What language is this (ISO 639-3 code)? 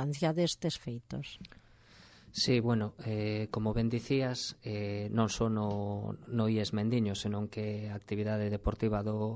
glg